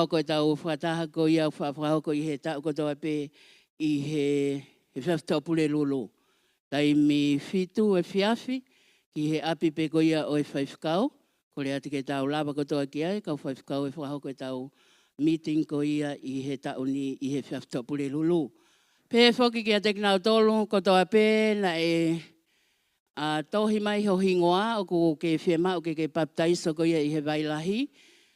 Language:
Tongan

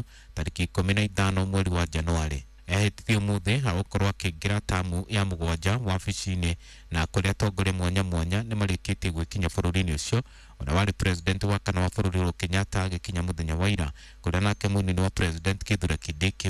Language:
Kikuyu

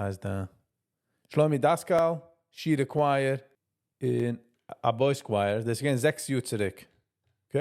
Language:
Yiddish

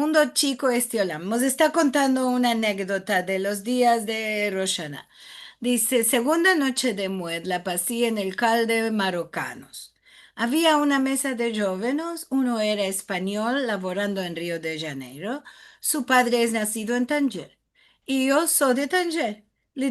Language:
Ladino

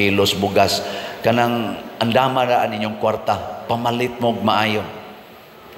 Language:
Cebuano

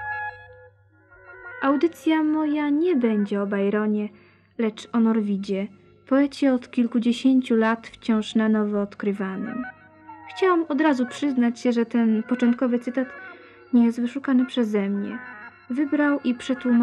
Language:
Polish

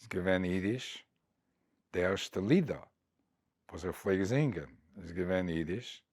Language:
Yiddish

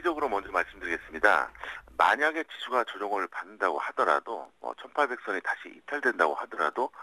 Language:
Korean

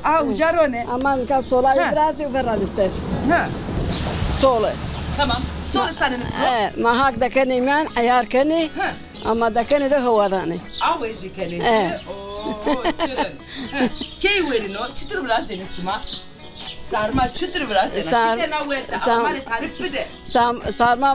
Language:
Zaza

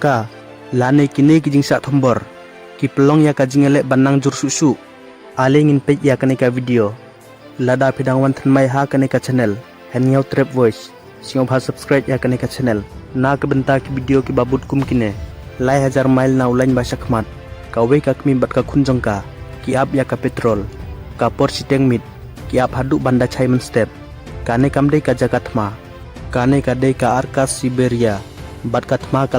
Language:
Khasi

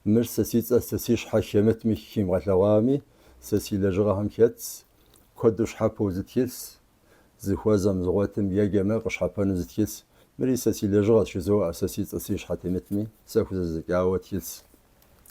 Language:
Kabardian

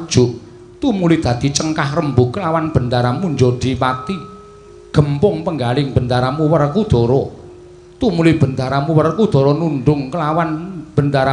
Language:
Javanese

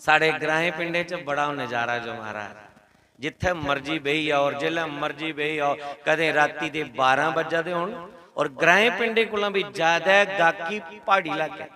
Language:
Dogri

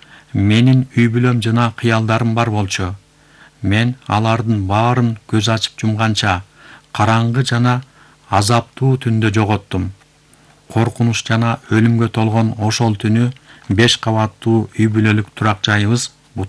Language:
Kyrgyz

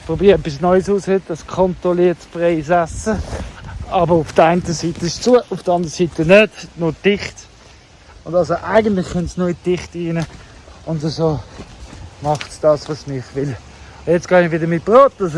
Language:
Swiss German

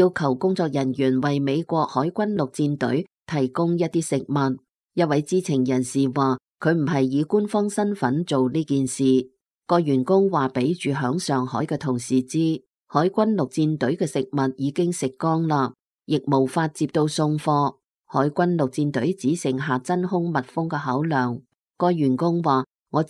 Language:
Cantonese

